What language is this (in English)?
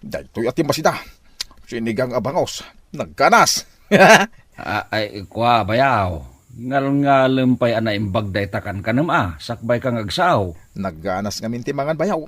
Iloko